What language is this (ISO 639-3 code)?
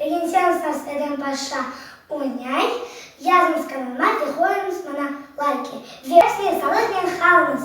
crh